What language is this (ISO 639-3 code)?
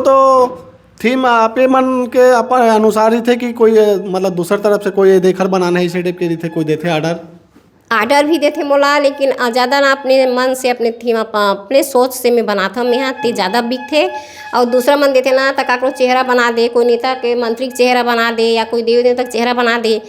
hne